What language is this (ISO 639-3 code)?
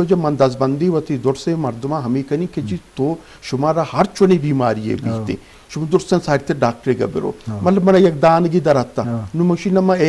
bgp